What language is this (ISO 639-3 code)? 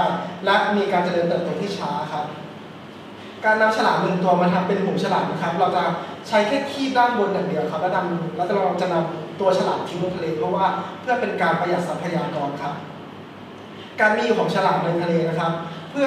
tha